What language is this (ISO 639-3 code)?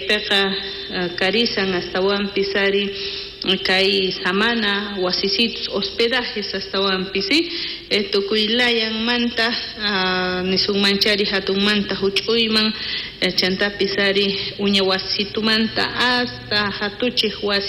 quh